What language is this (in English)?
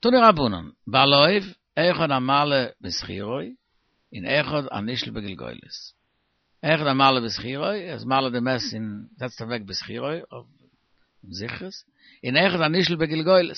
Yiddish